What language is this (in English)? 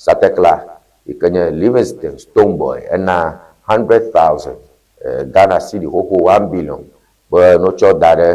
Ewe